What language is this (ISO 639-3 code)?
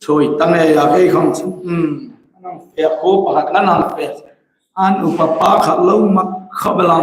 hmr